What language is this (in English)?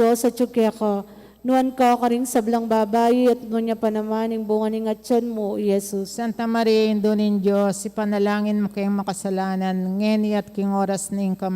Pampanga